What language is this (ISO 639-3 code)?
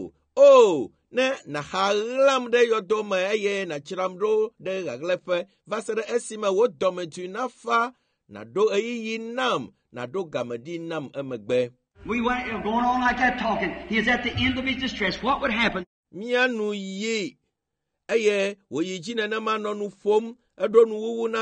ewe